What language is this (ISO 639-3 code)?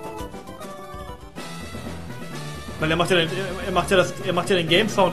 deu